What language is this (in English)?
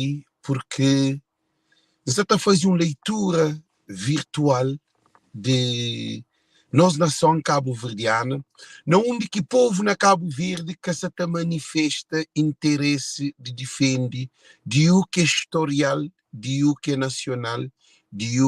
Kabuverdianu